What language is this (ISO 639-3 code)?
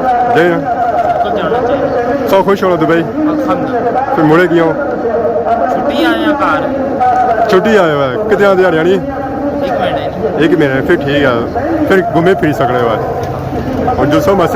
phr